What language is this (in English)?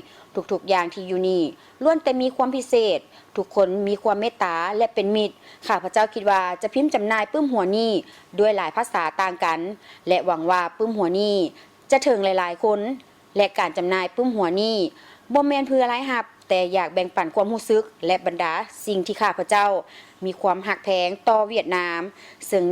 Lao